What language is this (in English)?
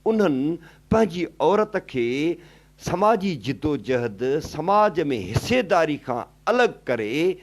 Sindhi